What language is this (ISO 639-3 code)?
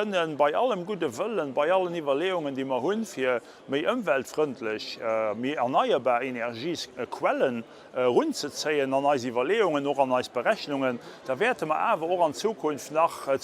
ltz